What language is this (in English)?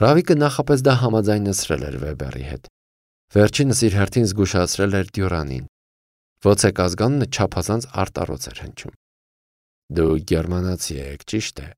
Armenian